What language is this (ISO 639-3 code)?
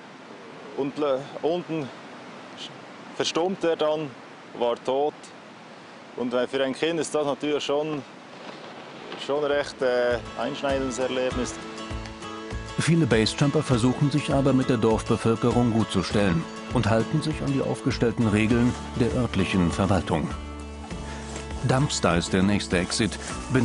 deu